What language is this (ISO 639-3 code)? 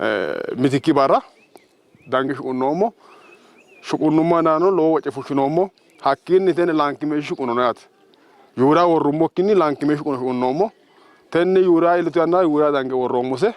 sid